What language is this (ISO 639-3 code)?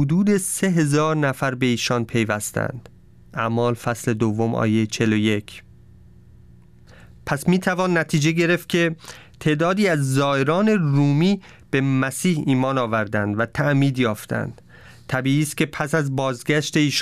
fas